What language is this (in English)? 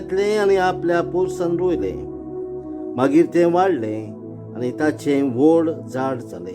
Konkani